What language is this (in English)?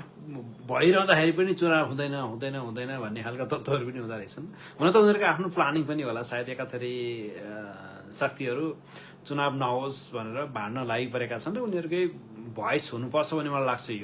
Nepali